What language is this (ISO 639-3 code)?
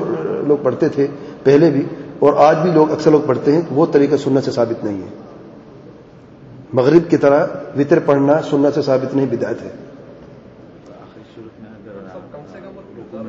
urd